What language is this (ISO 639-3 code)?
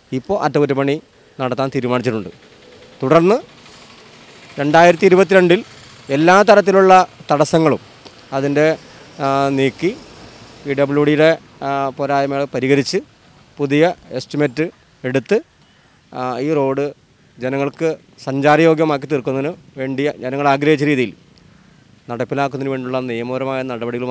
mal